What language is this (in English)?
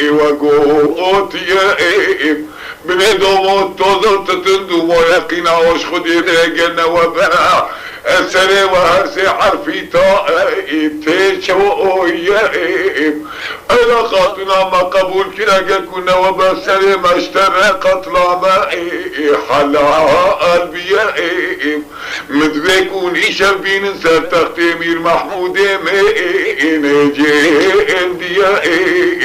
Kurdish